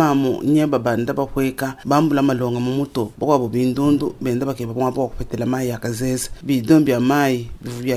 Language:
Luba-Lulua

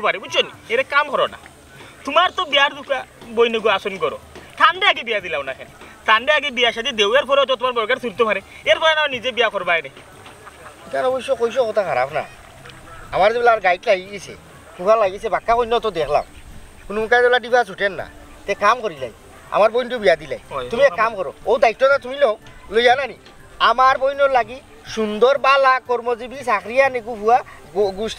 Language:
Sylheti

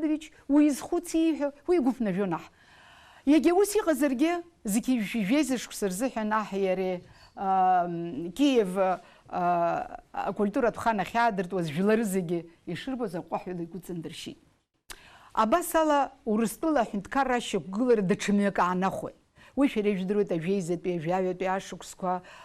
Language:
Abkhazian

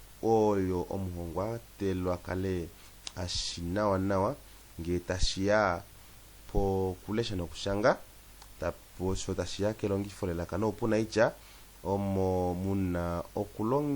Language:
Kuanyama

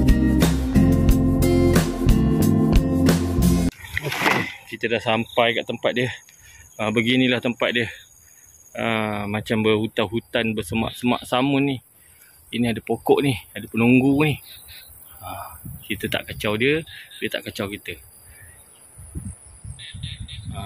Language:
Malay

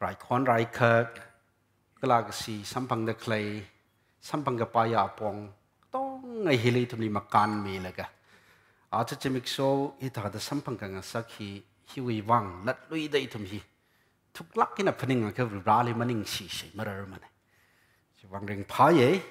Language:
Tangkhul Naga (India)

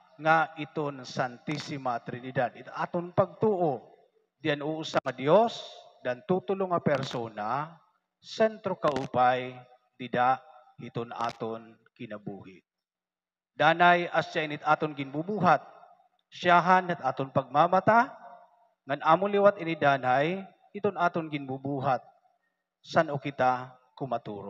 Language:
Waray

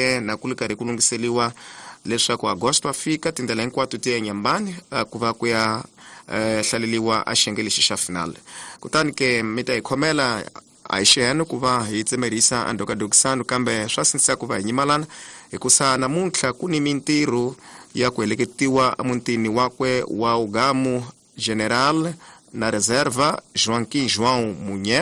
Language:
Tsonga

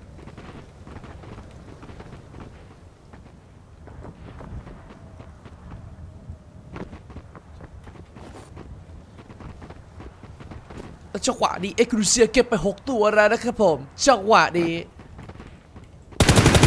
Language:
Thai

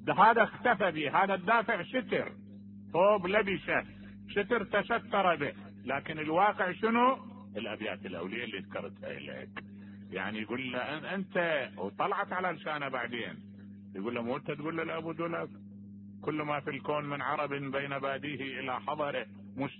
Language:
Mesopotamian Arabic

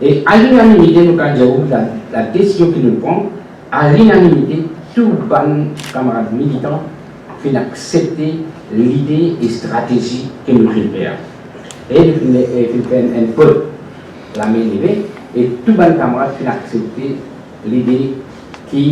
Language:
Morisyen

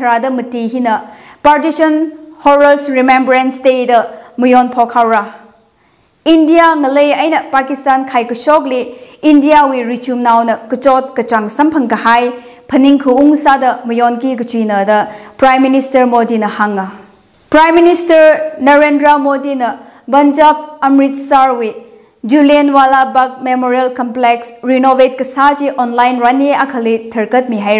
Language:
Tangkhul Naga (India)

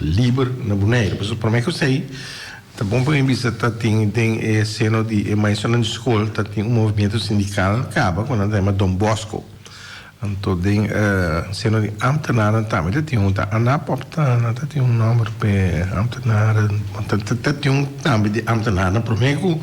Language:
Papiamento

